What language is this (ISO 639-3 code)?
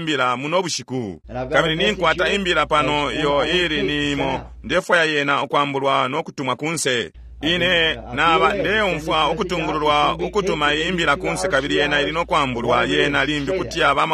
bem